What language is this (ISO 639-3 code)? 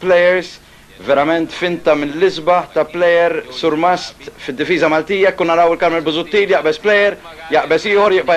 mlt